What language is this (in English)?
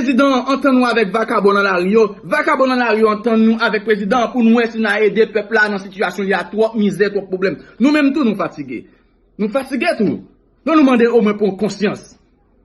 Haitian Creole